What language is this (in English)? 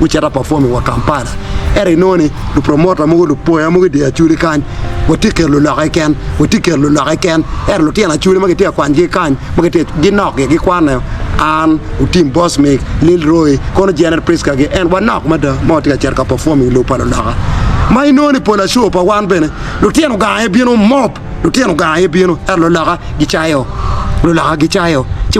Acoli